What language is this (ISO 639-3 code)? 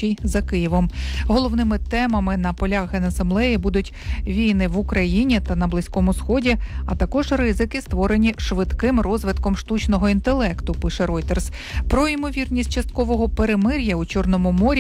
ukr